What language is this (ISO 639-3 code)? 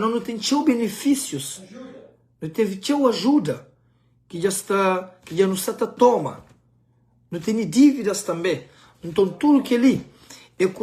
kea